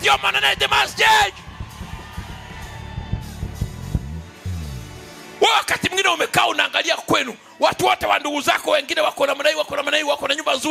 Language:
Swahili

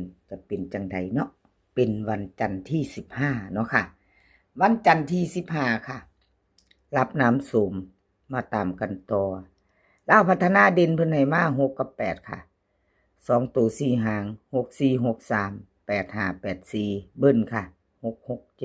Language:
Northeastern Thai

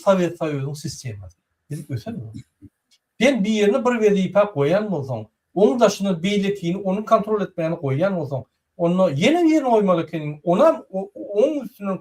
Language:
Turkmen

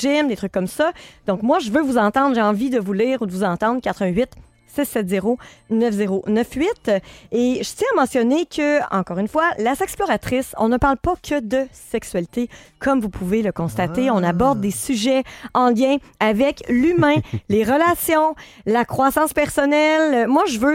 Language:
French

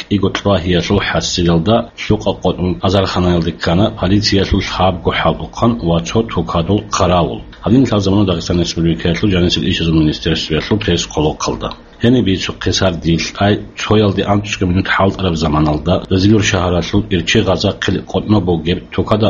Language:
Avaric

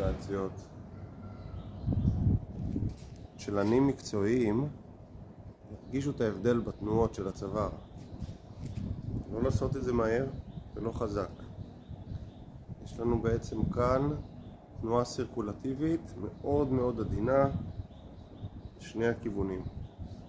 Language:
Hebrew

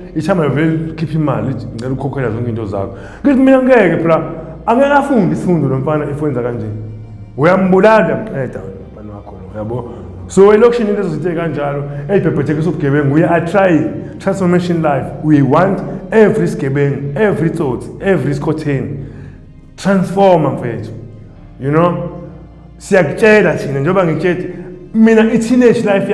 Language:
Zulu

